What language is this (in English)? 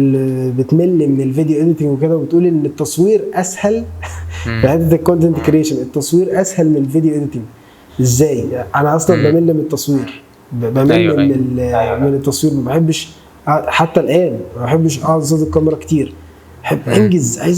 Egyptian Arabic